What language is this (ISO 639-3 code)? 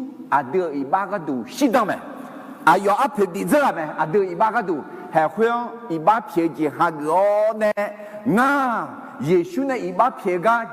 ahk